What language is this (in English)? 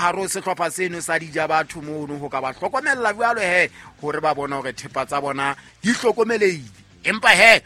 Southern Sotho